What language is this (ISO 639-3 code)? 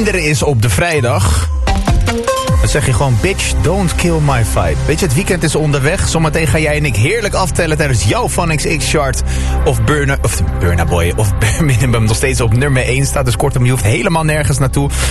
nld